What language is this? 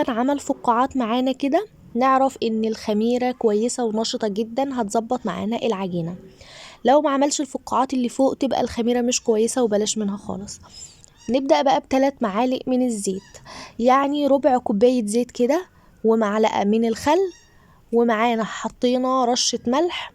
Egyptian Arabic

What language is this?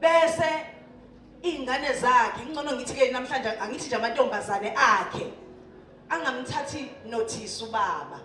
Zulu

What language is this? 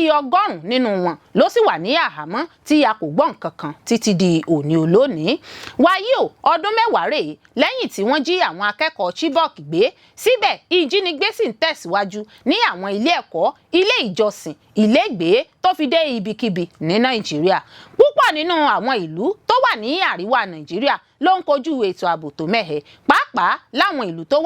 Yoruba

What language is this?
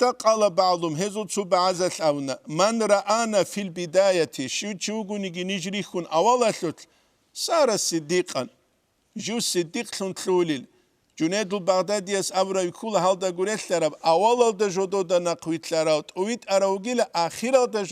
Avaric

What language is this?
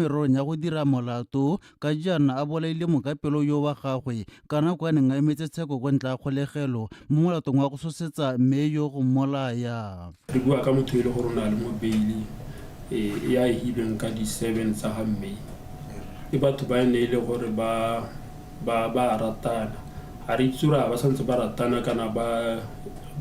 Tswana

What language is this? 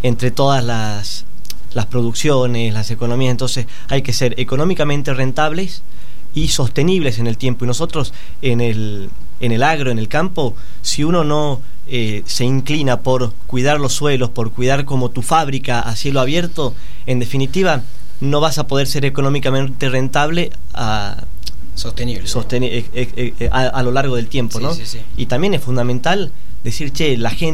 Spanish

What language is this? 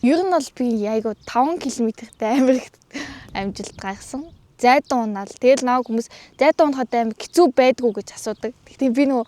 Mongolian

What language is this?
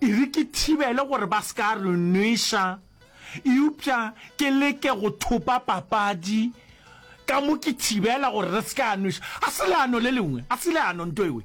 Northern Sotho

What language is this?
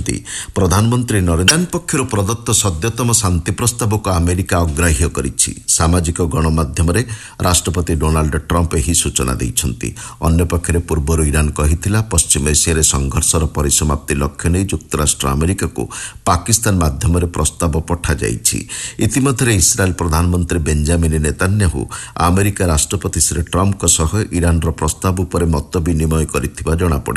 Odia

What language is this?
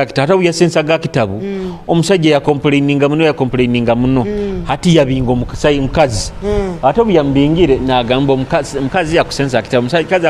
Nyoro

